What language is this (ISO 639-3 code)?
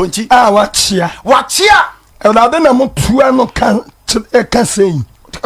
aka